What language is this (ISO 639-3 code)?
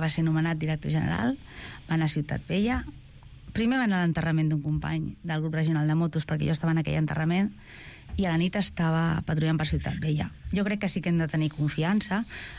cat